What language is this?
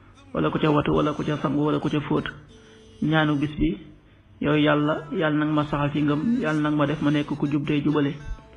Wolof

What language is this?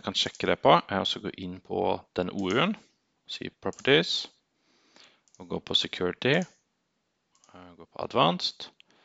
Norwegian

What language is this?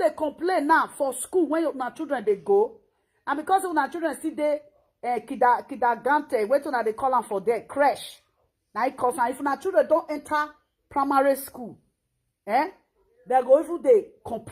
Nigerian Pidgin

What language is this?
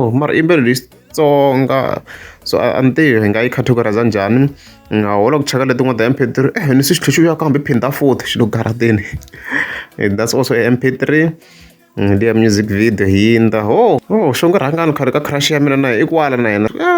Tsonga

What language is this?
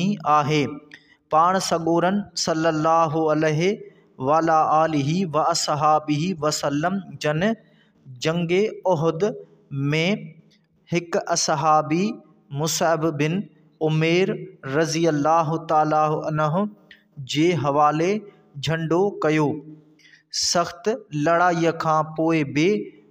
Sindhi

